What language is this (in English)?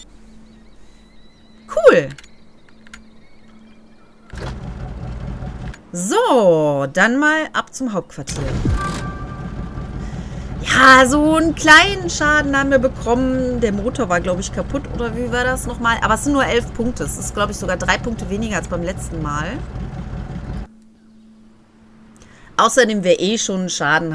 German